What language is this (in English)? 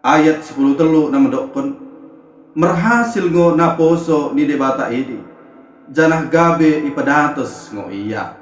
Batak Dairi